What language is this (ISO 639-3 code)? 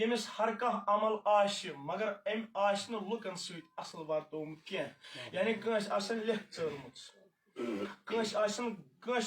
kas